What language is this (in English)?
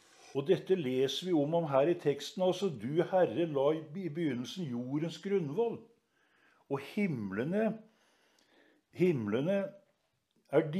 Norwegian